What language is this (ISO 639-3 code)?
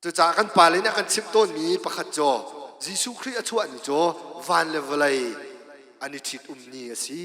cnh